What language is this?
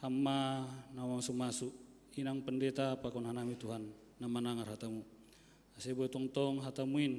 Batak Simalungun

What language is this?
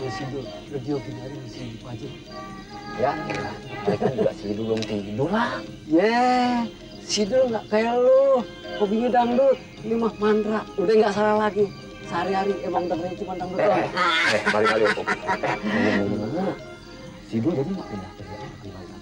Betawi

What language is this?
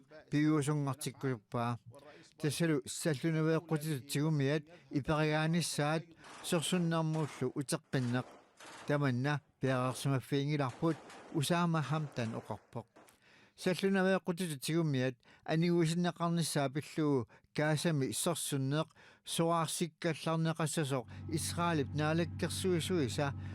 Kalaallisut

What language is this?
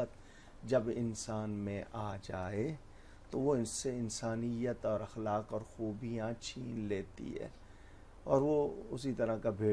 Urdu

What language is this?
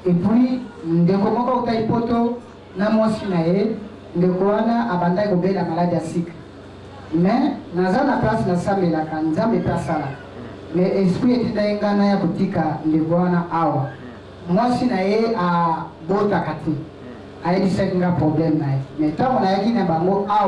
Lingala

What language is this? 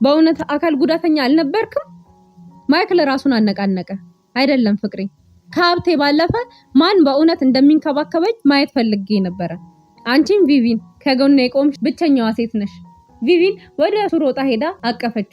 Amharic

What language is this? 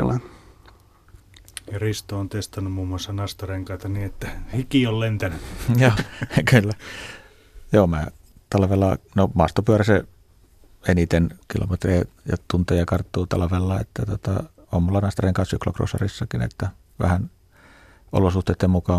Finnish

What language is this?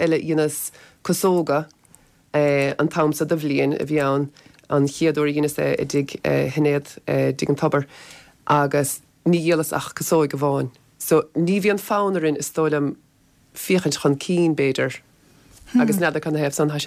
Irish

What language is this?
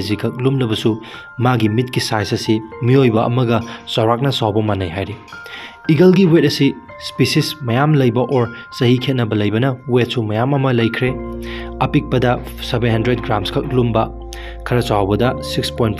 Manipuri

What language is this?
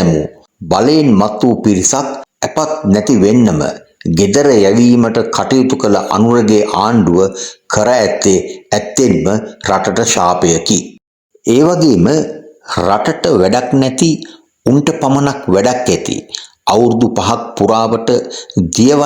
Sinhala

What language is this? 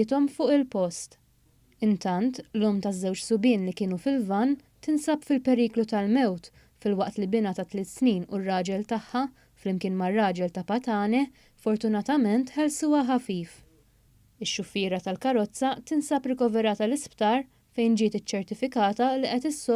Maltese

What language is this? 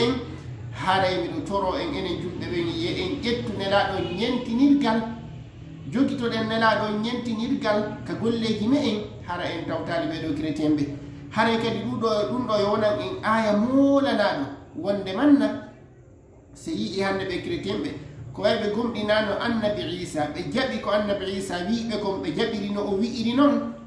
Fula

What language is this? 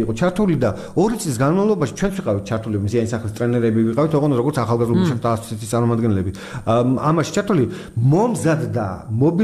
Georgian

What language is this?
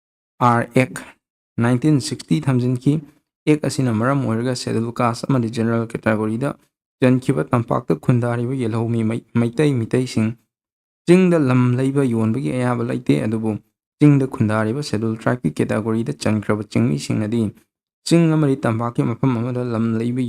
Manipuri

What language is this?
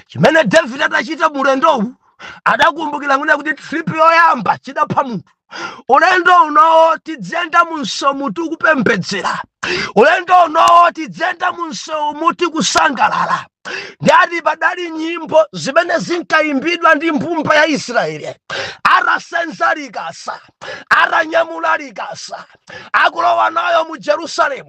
Nyanja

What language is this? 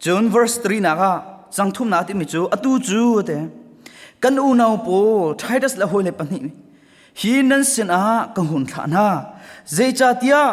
Hakha Chin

